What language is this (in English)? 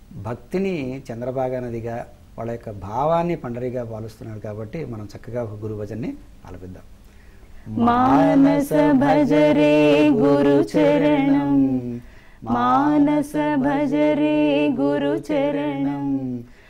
Telugu